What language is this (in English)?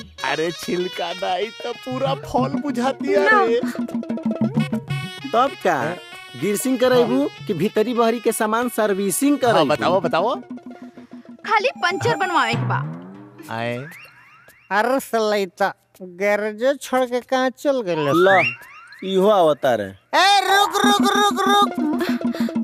Bhojpuri